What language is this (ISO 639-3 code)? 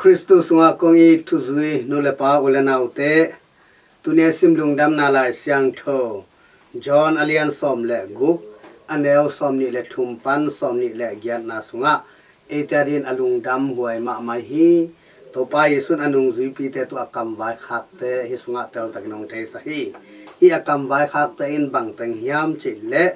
ctd